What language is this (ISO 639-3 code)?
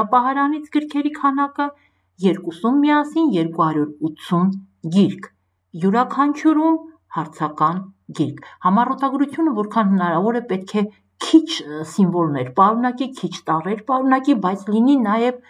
hye